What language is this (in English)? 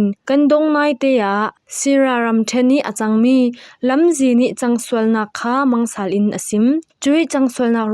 Falam Chin